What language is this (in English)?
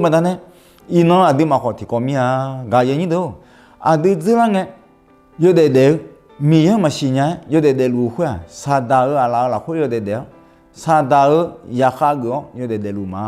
Akha